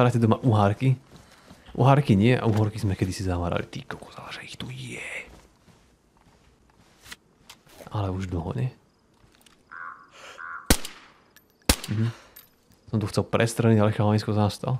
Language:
Slovak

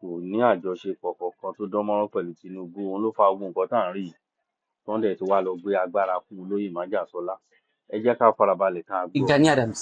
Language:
Yoruba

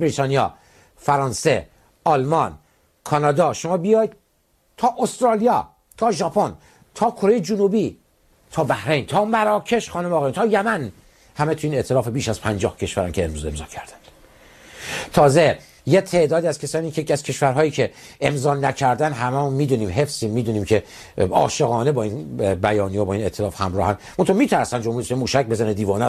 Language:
Persian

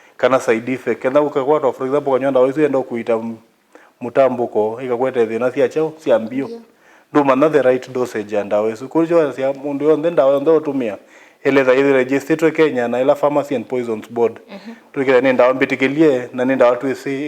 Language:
Kamba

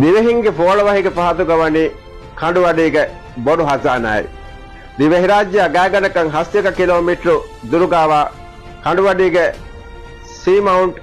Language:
Divehi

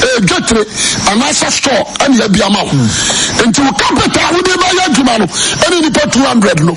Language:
Akan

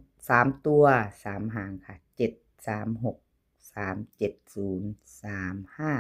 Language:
Northeastern Thai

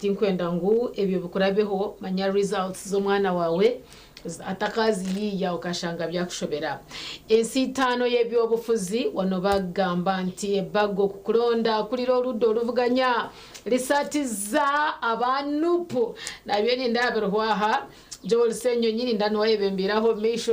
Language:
Nyankole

